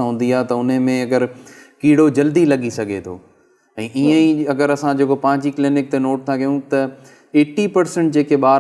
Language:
Sindhi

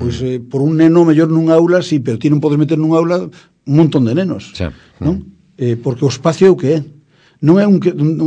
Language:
Galician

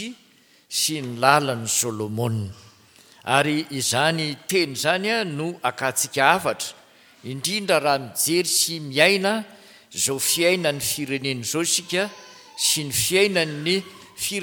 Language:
Malagasy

